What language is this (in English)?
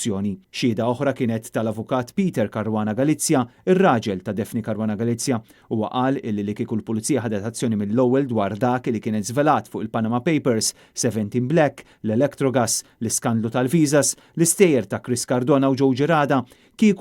Maltese